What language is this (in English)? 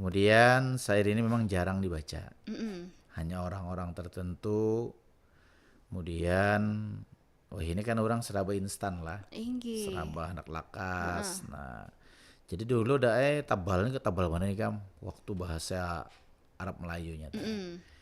Banjar